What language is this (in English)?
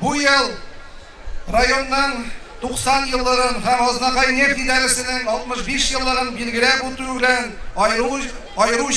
Tatar